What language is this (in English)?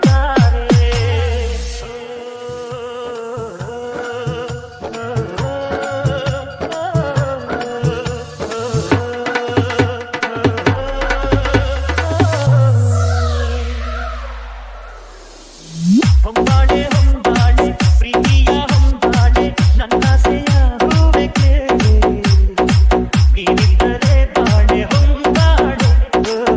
Kannada